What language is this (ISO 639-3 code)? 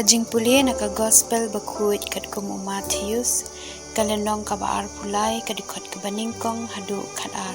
kha